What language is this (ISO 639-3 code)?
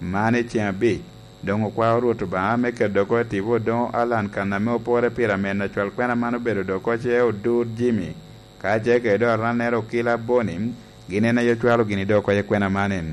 laj